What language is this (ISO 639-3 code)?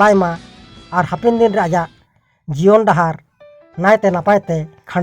sat